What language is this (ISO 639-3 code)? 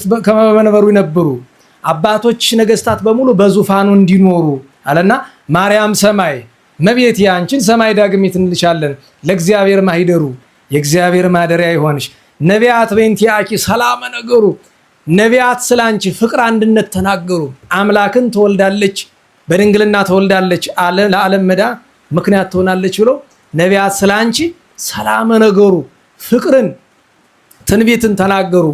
amh